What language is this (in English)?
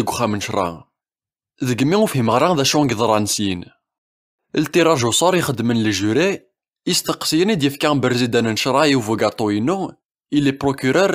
Kabyle